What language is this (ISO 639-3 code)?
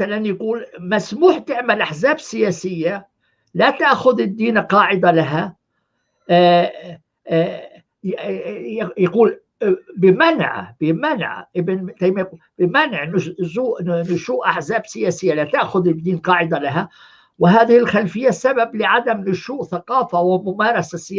apc